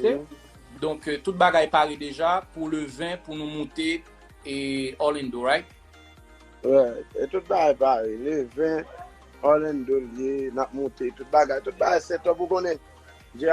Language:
Haitian Creole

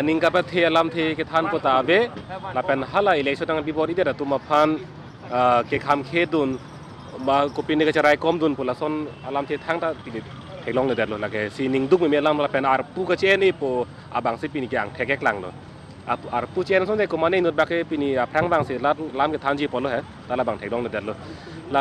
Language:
Karbi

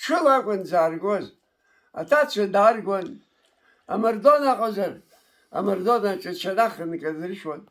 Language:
Abkhazian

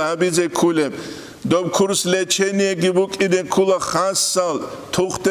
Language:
Avaric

